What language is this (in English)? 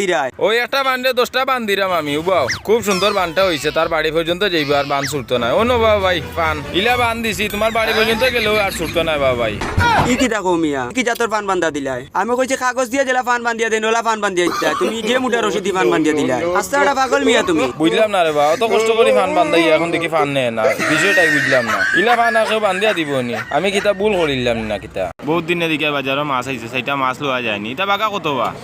Sylheti